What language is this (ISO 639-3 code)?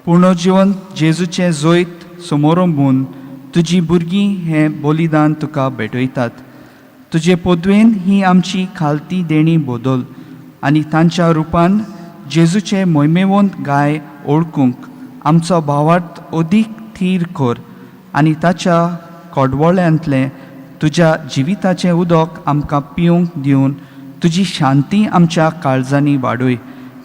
kok